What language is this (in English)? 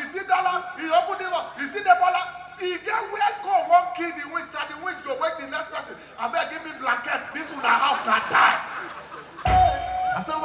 Nigerian Pidgin